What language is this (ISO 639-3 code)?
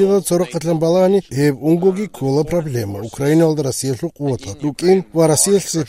ava